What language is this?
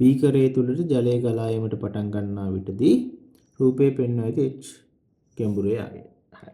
Sinhala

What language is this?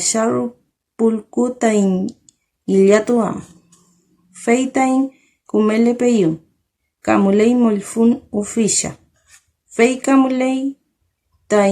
Mapuche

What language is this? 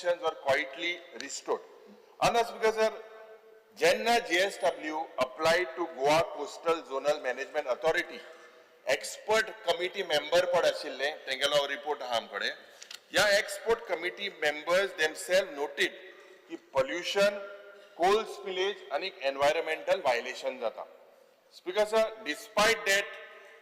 Konkani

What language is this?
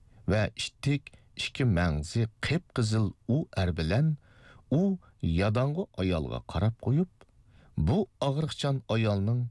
Uyghur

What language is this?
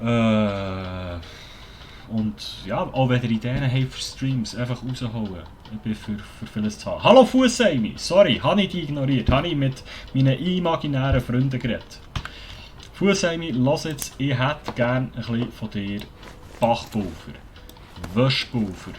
Swiss German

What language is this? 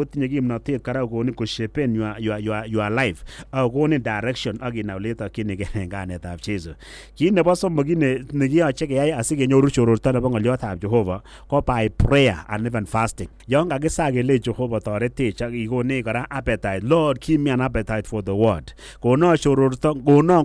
Kalenjin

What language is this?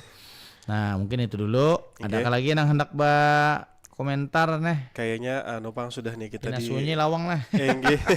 Banjar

